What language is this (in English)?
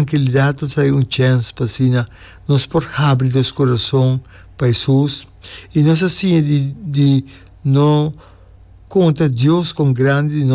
Papiamento